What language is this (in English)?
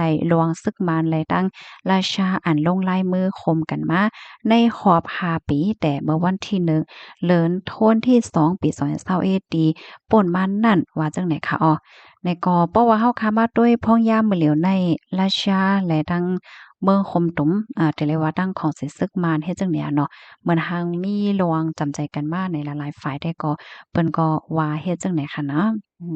Shan